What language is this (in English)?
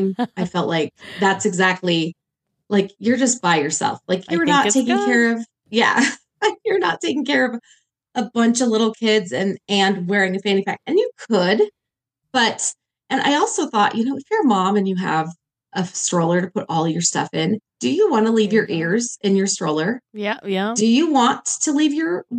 English